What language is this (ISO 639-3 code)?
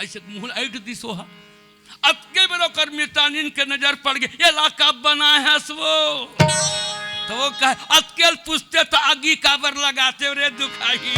hne